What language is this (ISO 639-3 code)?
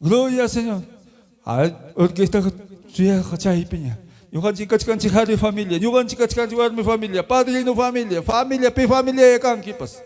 quy